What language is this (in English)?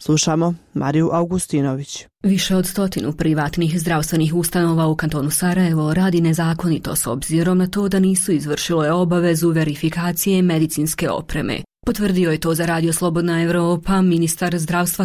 Bosnian